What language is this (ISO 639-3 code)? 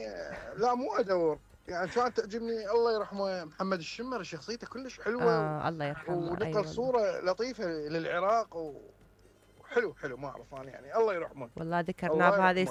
acm